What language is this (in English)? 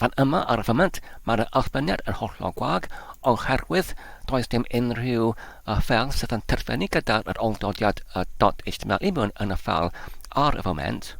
Welsh